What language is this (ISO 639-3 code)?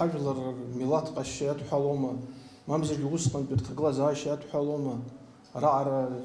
abk